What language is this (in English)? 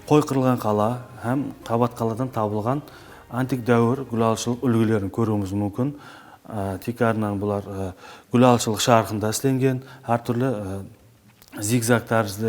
Kara-Kalpak